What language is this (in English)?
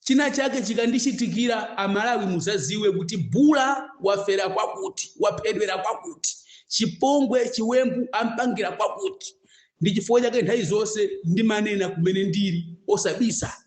Nyanja